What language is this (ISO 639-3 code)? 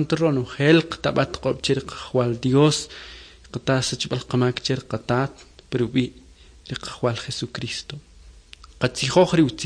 quc